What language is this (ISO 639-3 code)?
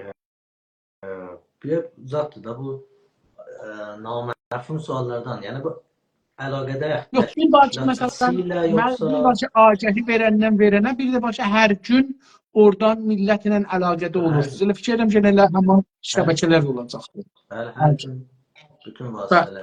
azb